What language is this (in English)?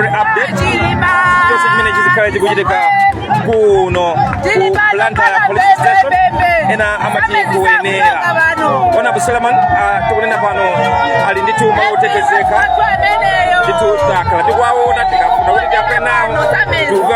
Nyanja